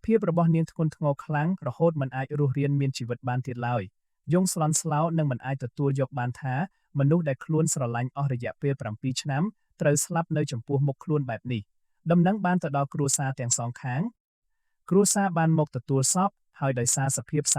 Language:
Khmer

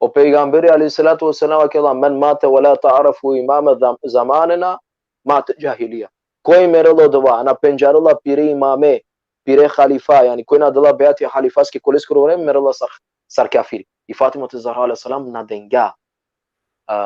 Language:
Balkan Romani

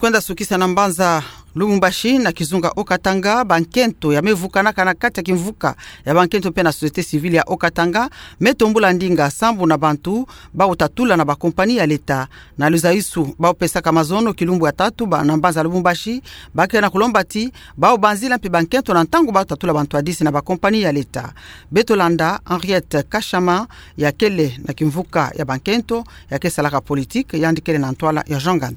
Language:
Kituba (Democratic Republic of Congo)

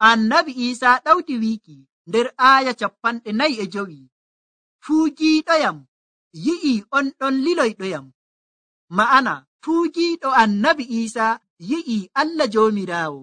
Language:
Nigerian Fulfulde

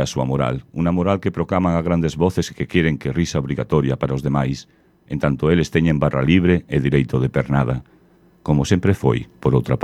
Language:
Galician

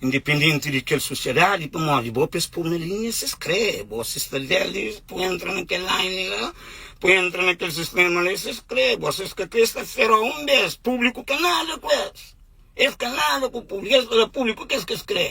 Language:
Kabuverdianu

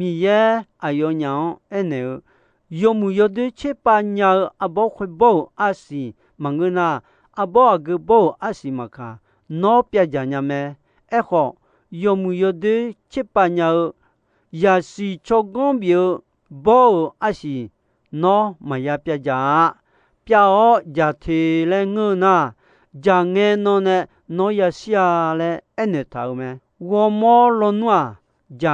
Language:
Akha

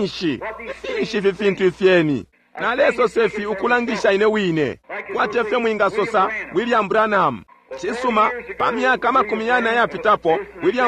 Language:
Bemba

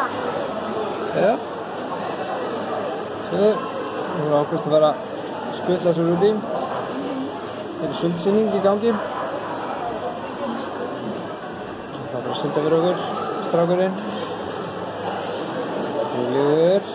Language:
Icelandic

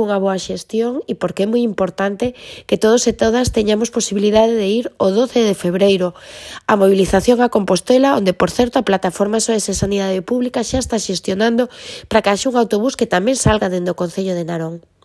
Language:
Galician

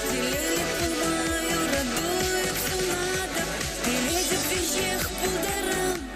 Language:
Chuvash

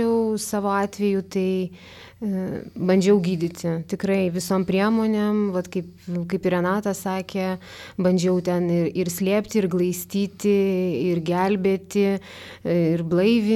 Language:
Lithuanian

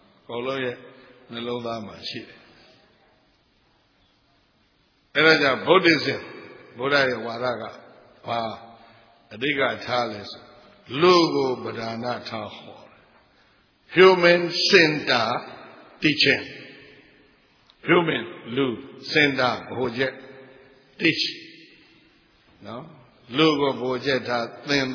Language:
Burmese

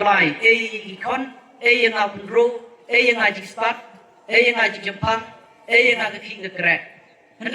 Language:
Khasi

